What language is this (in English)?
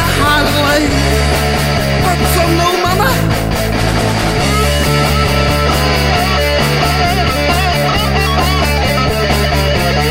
Slovak